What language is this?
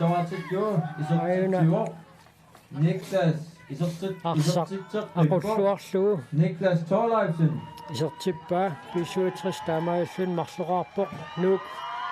Kalaallisut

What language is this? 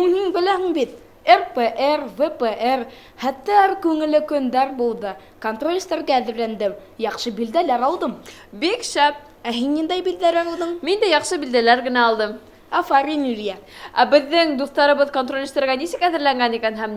Bashkir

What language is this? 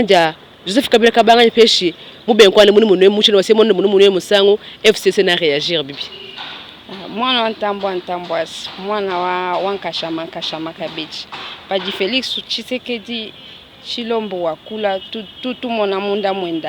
Luba-Lulua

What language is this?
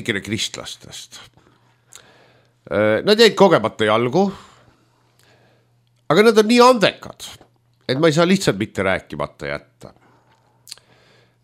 Estonian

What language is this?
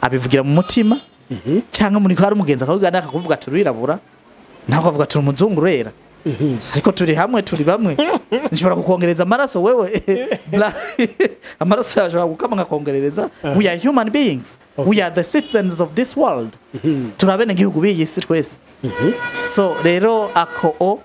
Rundi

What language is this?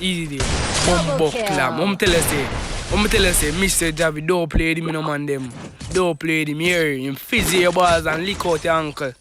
Jamaican Creole English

